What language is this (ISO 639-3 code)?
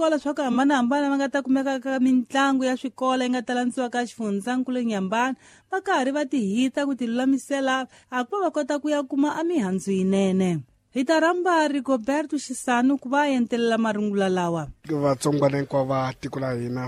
tso